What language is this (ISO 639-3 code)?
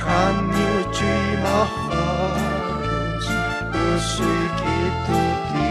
aym